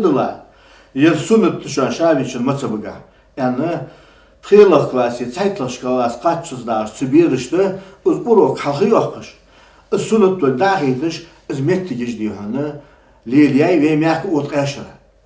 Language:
Ingush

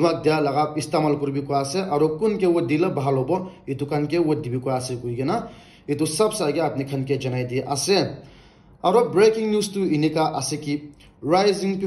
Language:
Naga Pidgin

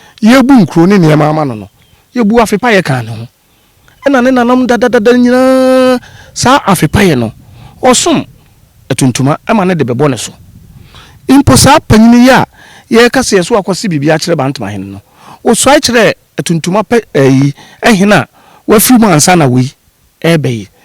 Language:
Akan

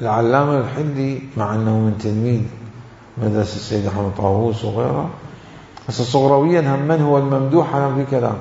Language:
Mesopotamian Arabic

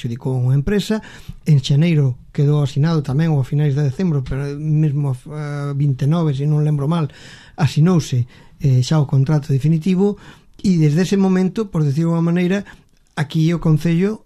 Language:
Galician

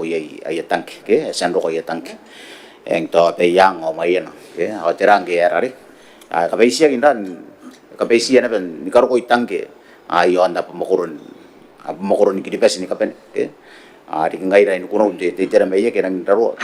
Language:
Gilbertese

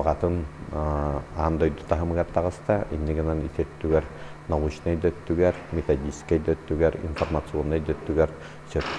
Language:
Yakut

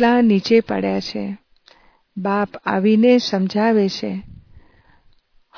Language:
Gujarati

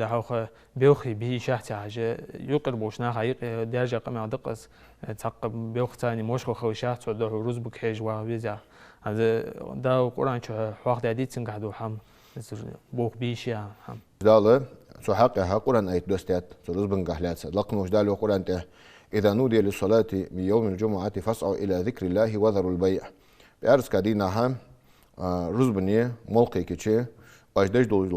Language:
Ingush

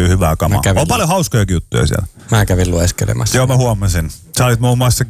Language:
Finnish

